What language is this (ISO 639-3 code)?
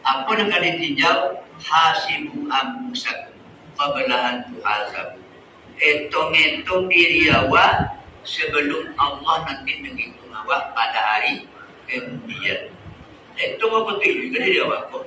min